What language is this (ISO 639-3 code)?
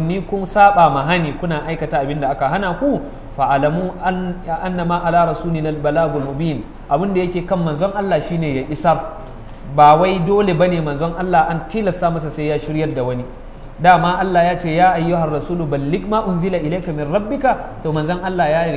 hau